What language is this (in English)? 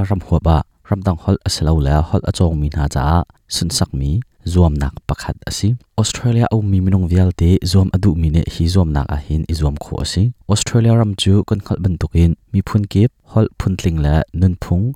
Hakha Chin